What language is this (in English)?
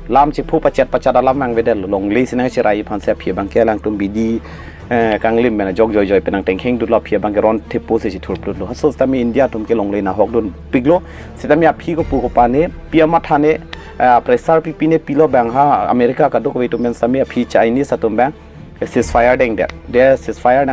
Karbi